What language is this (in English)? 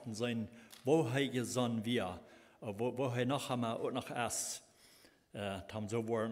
Plautdietsch